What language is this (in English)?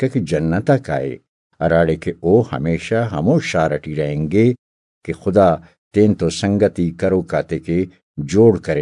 Brahui